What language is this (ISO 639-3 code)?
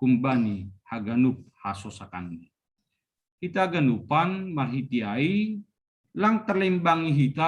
bts